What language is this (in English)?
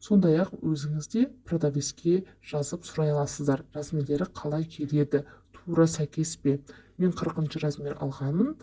Kazakh